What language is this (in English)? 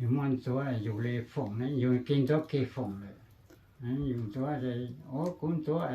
Hmong